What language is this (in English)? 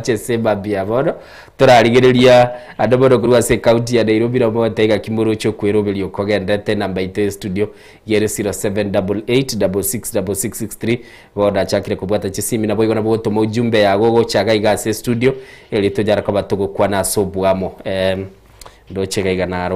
Gusii